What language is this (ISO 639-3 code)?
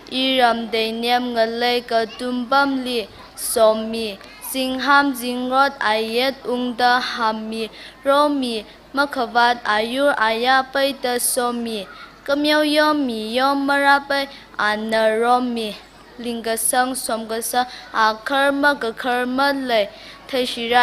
nmf